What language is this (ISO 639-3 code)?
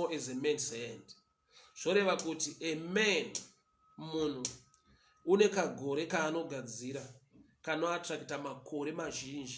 sna